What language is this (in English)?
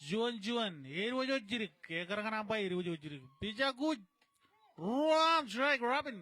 Marshallese